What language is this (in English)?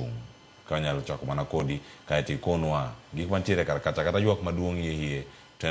Luo (Kenya and Tanzania)